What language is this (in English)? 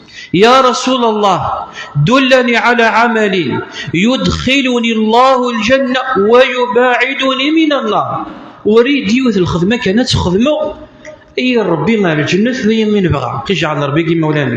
Kabyle